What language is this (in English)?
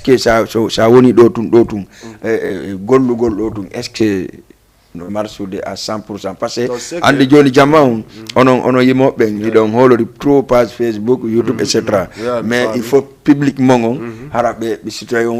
Fula